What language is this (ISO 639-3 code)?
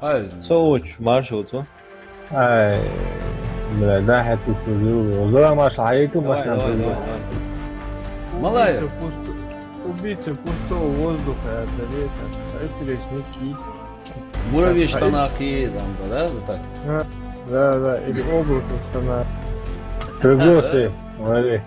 inh